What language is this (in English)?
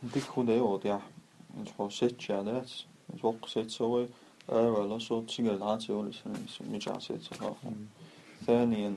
Chechen